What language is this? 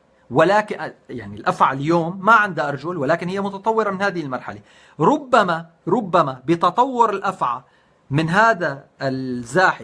North Levantine Arabic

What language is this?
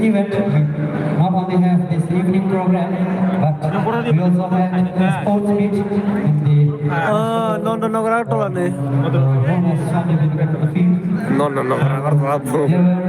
Kok Borok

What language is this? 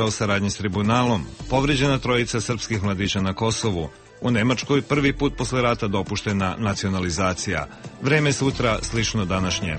Serbian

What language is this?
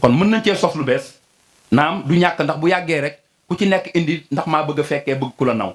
Wolof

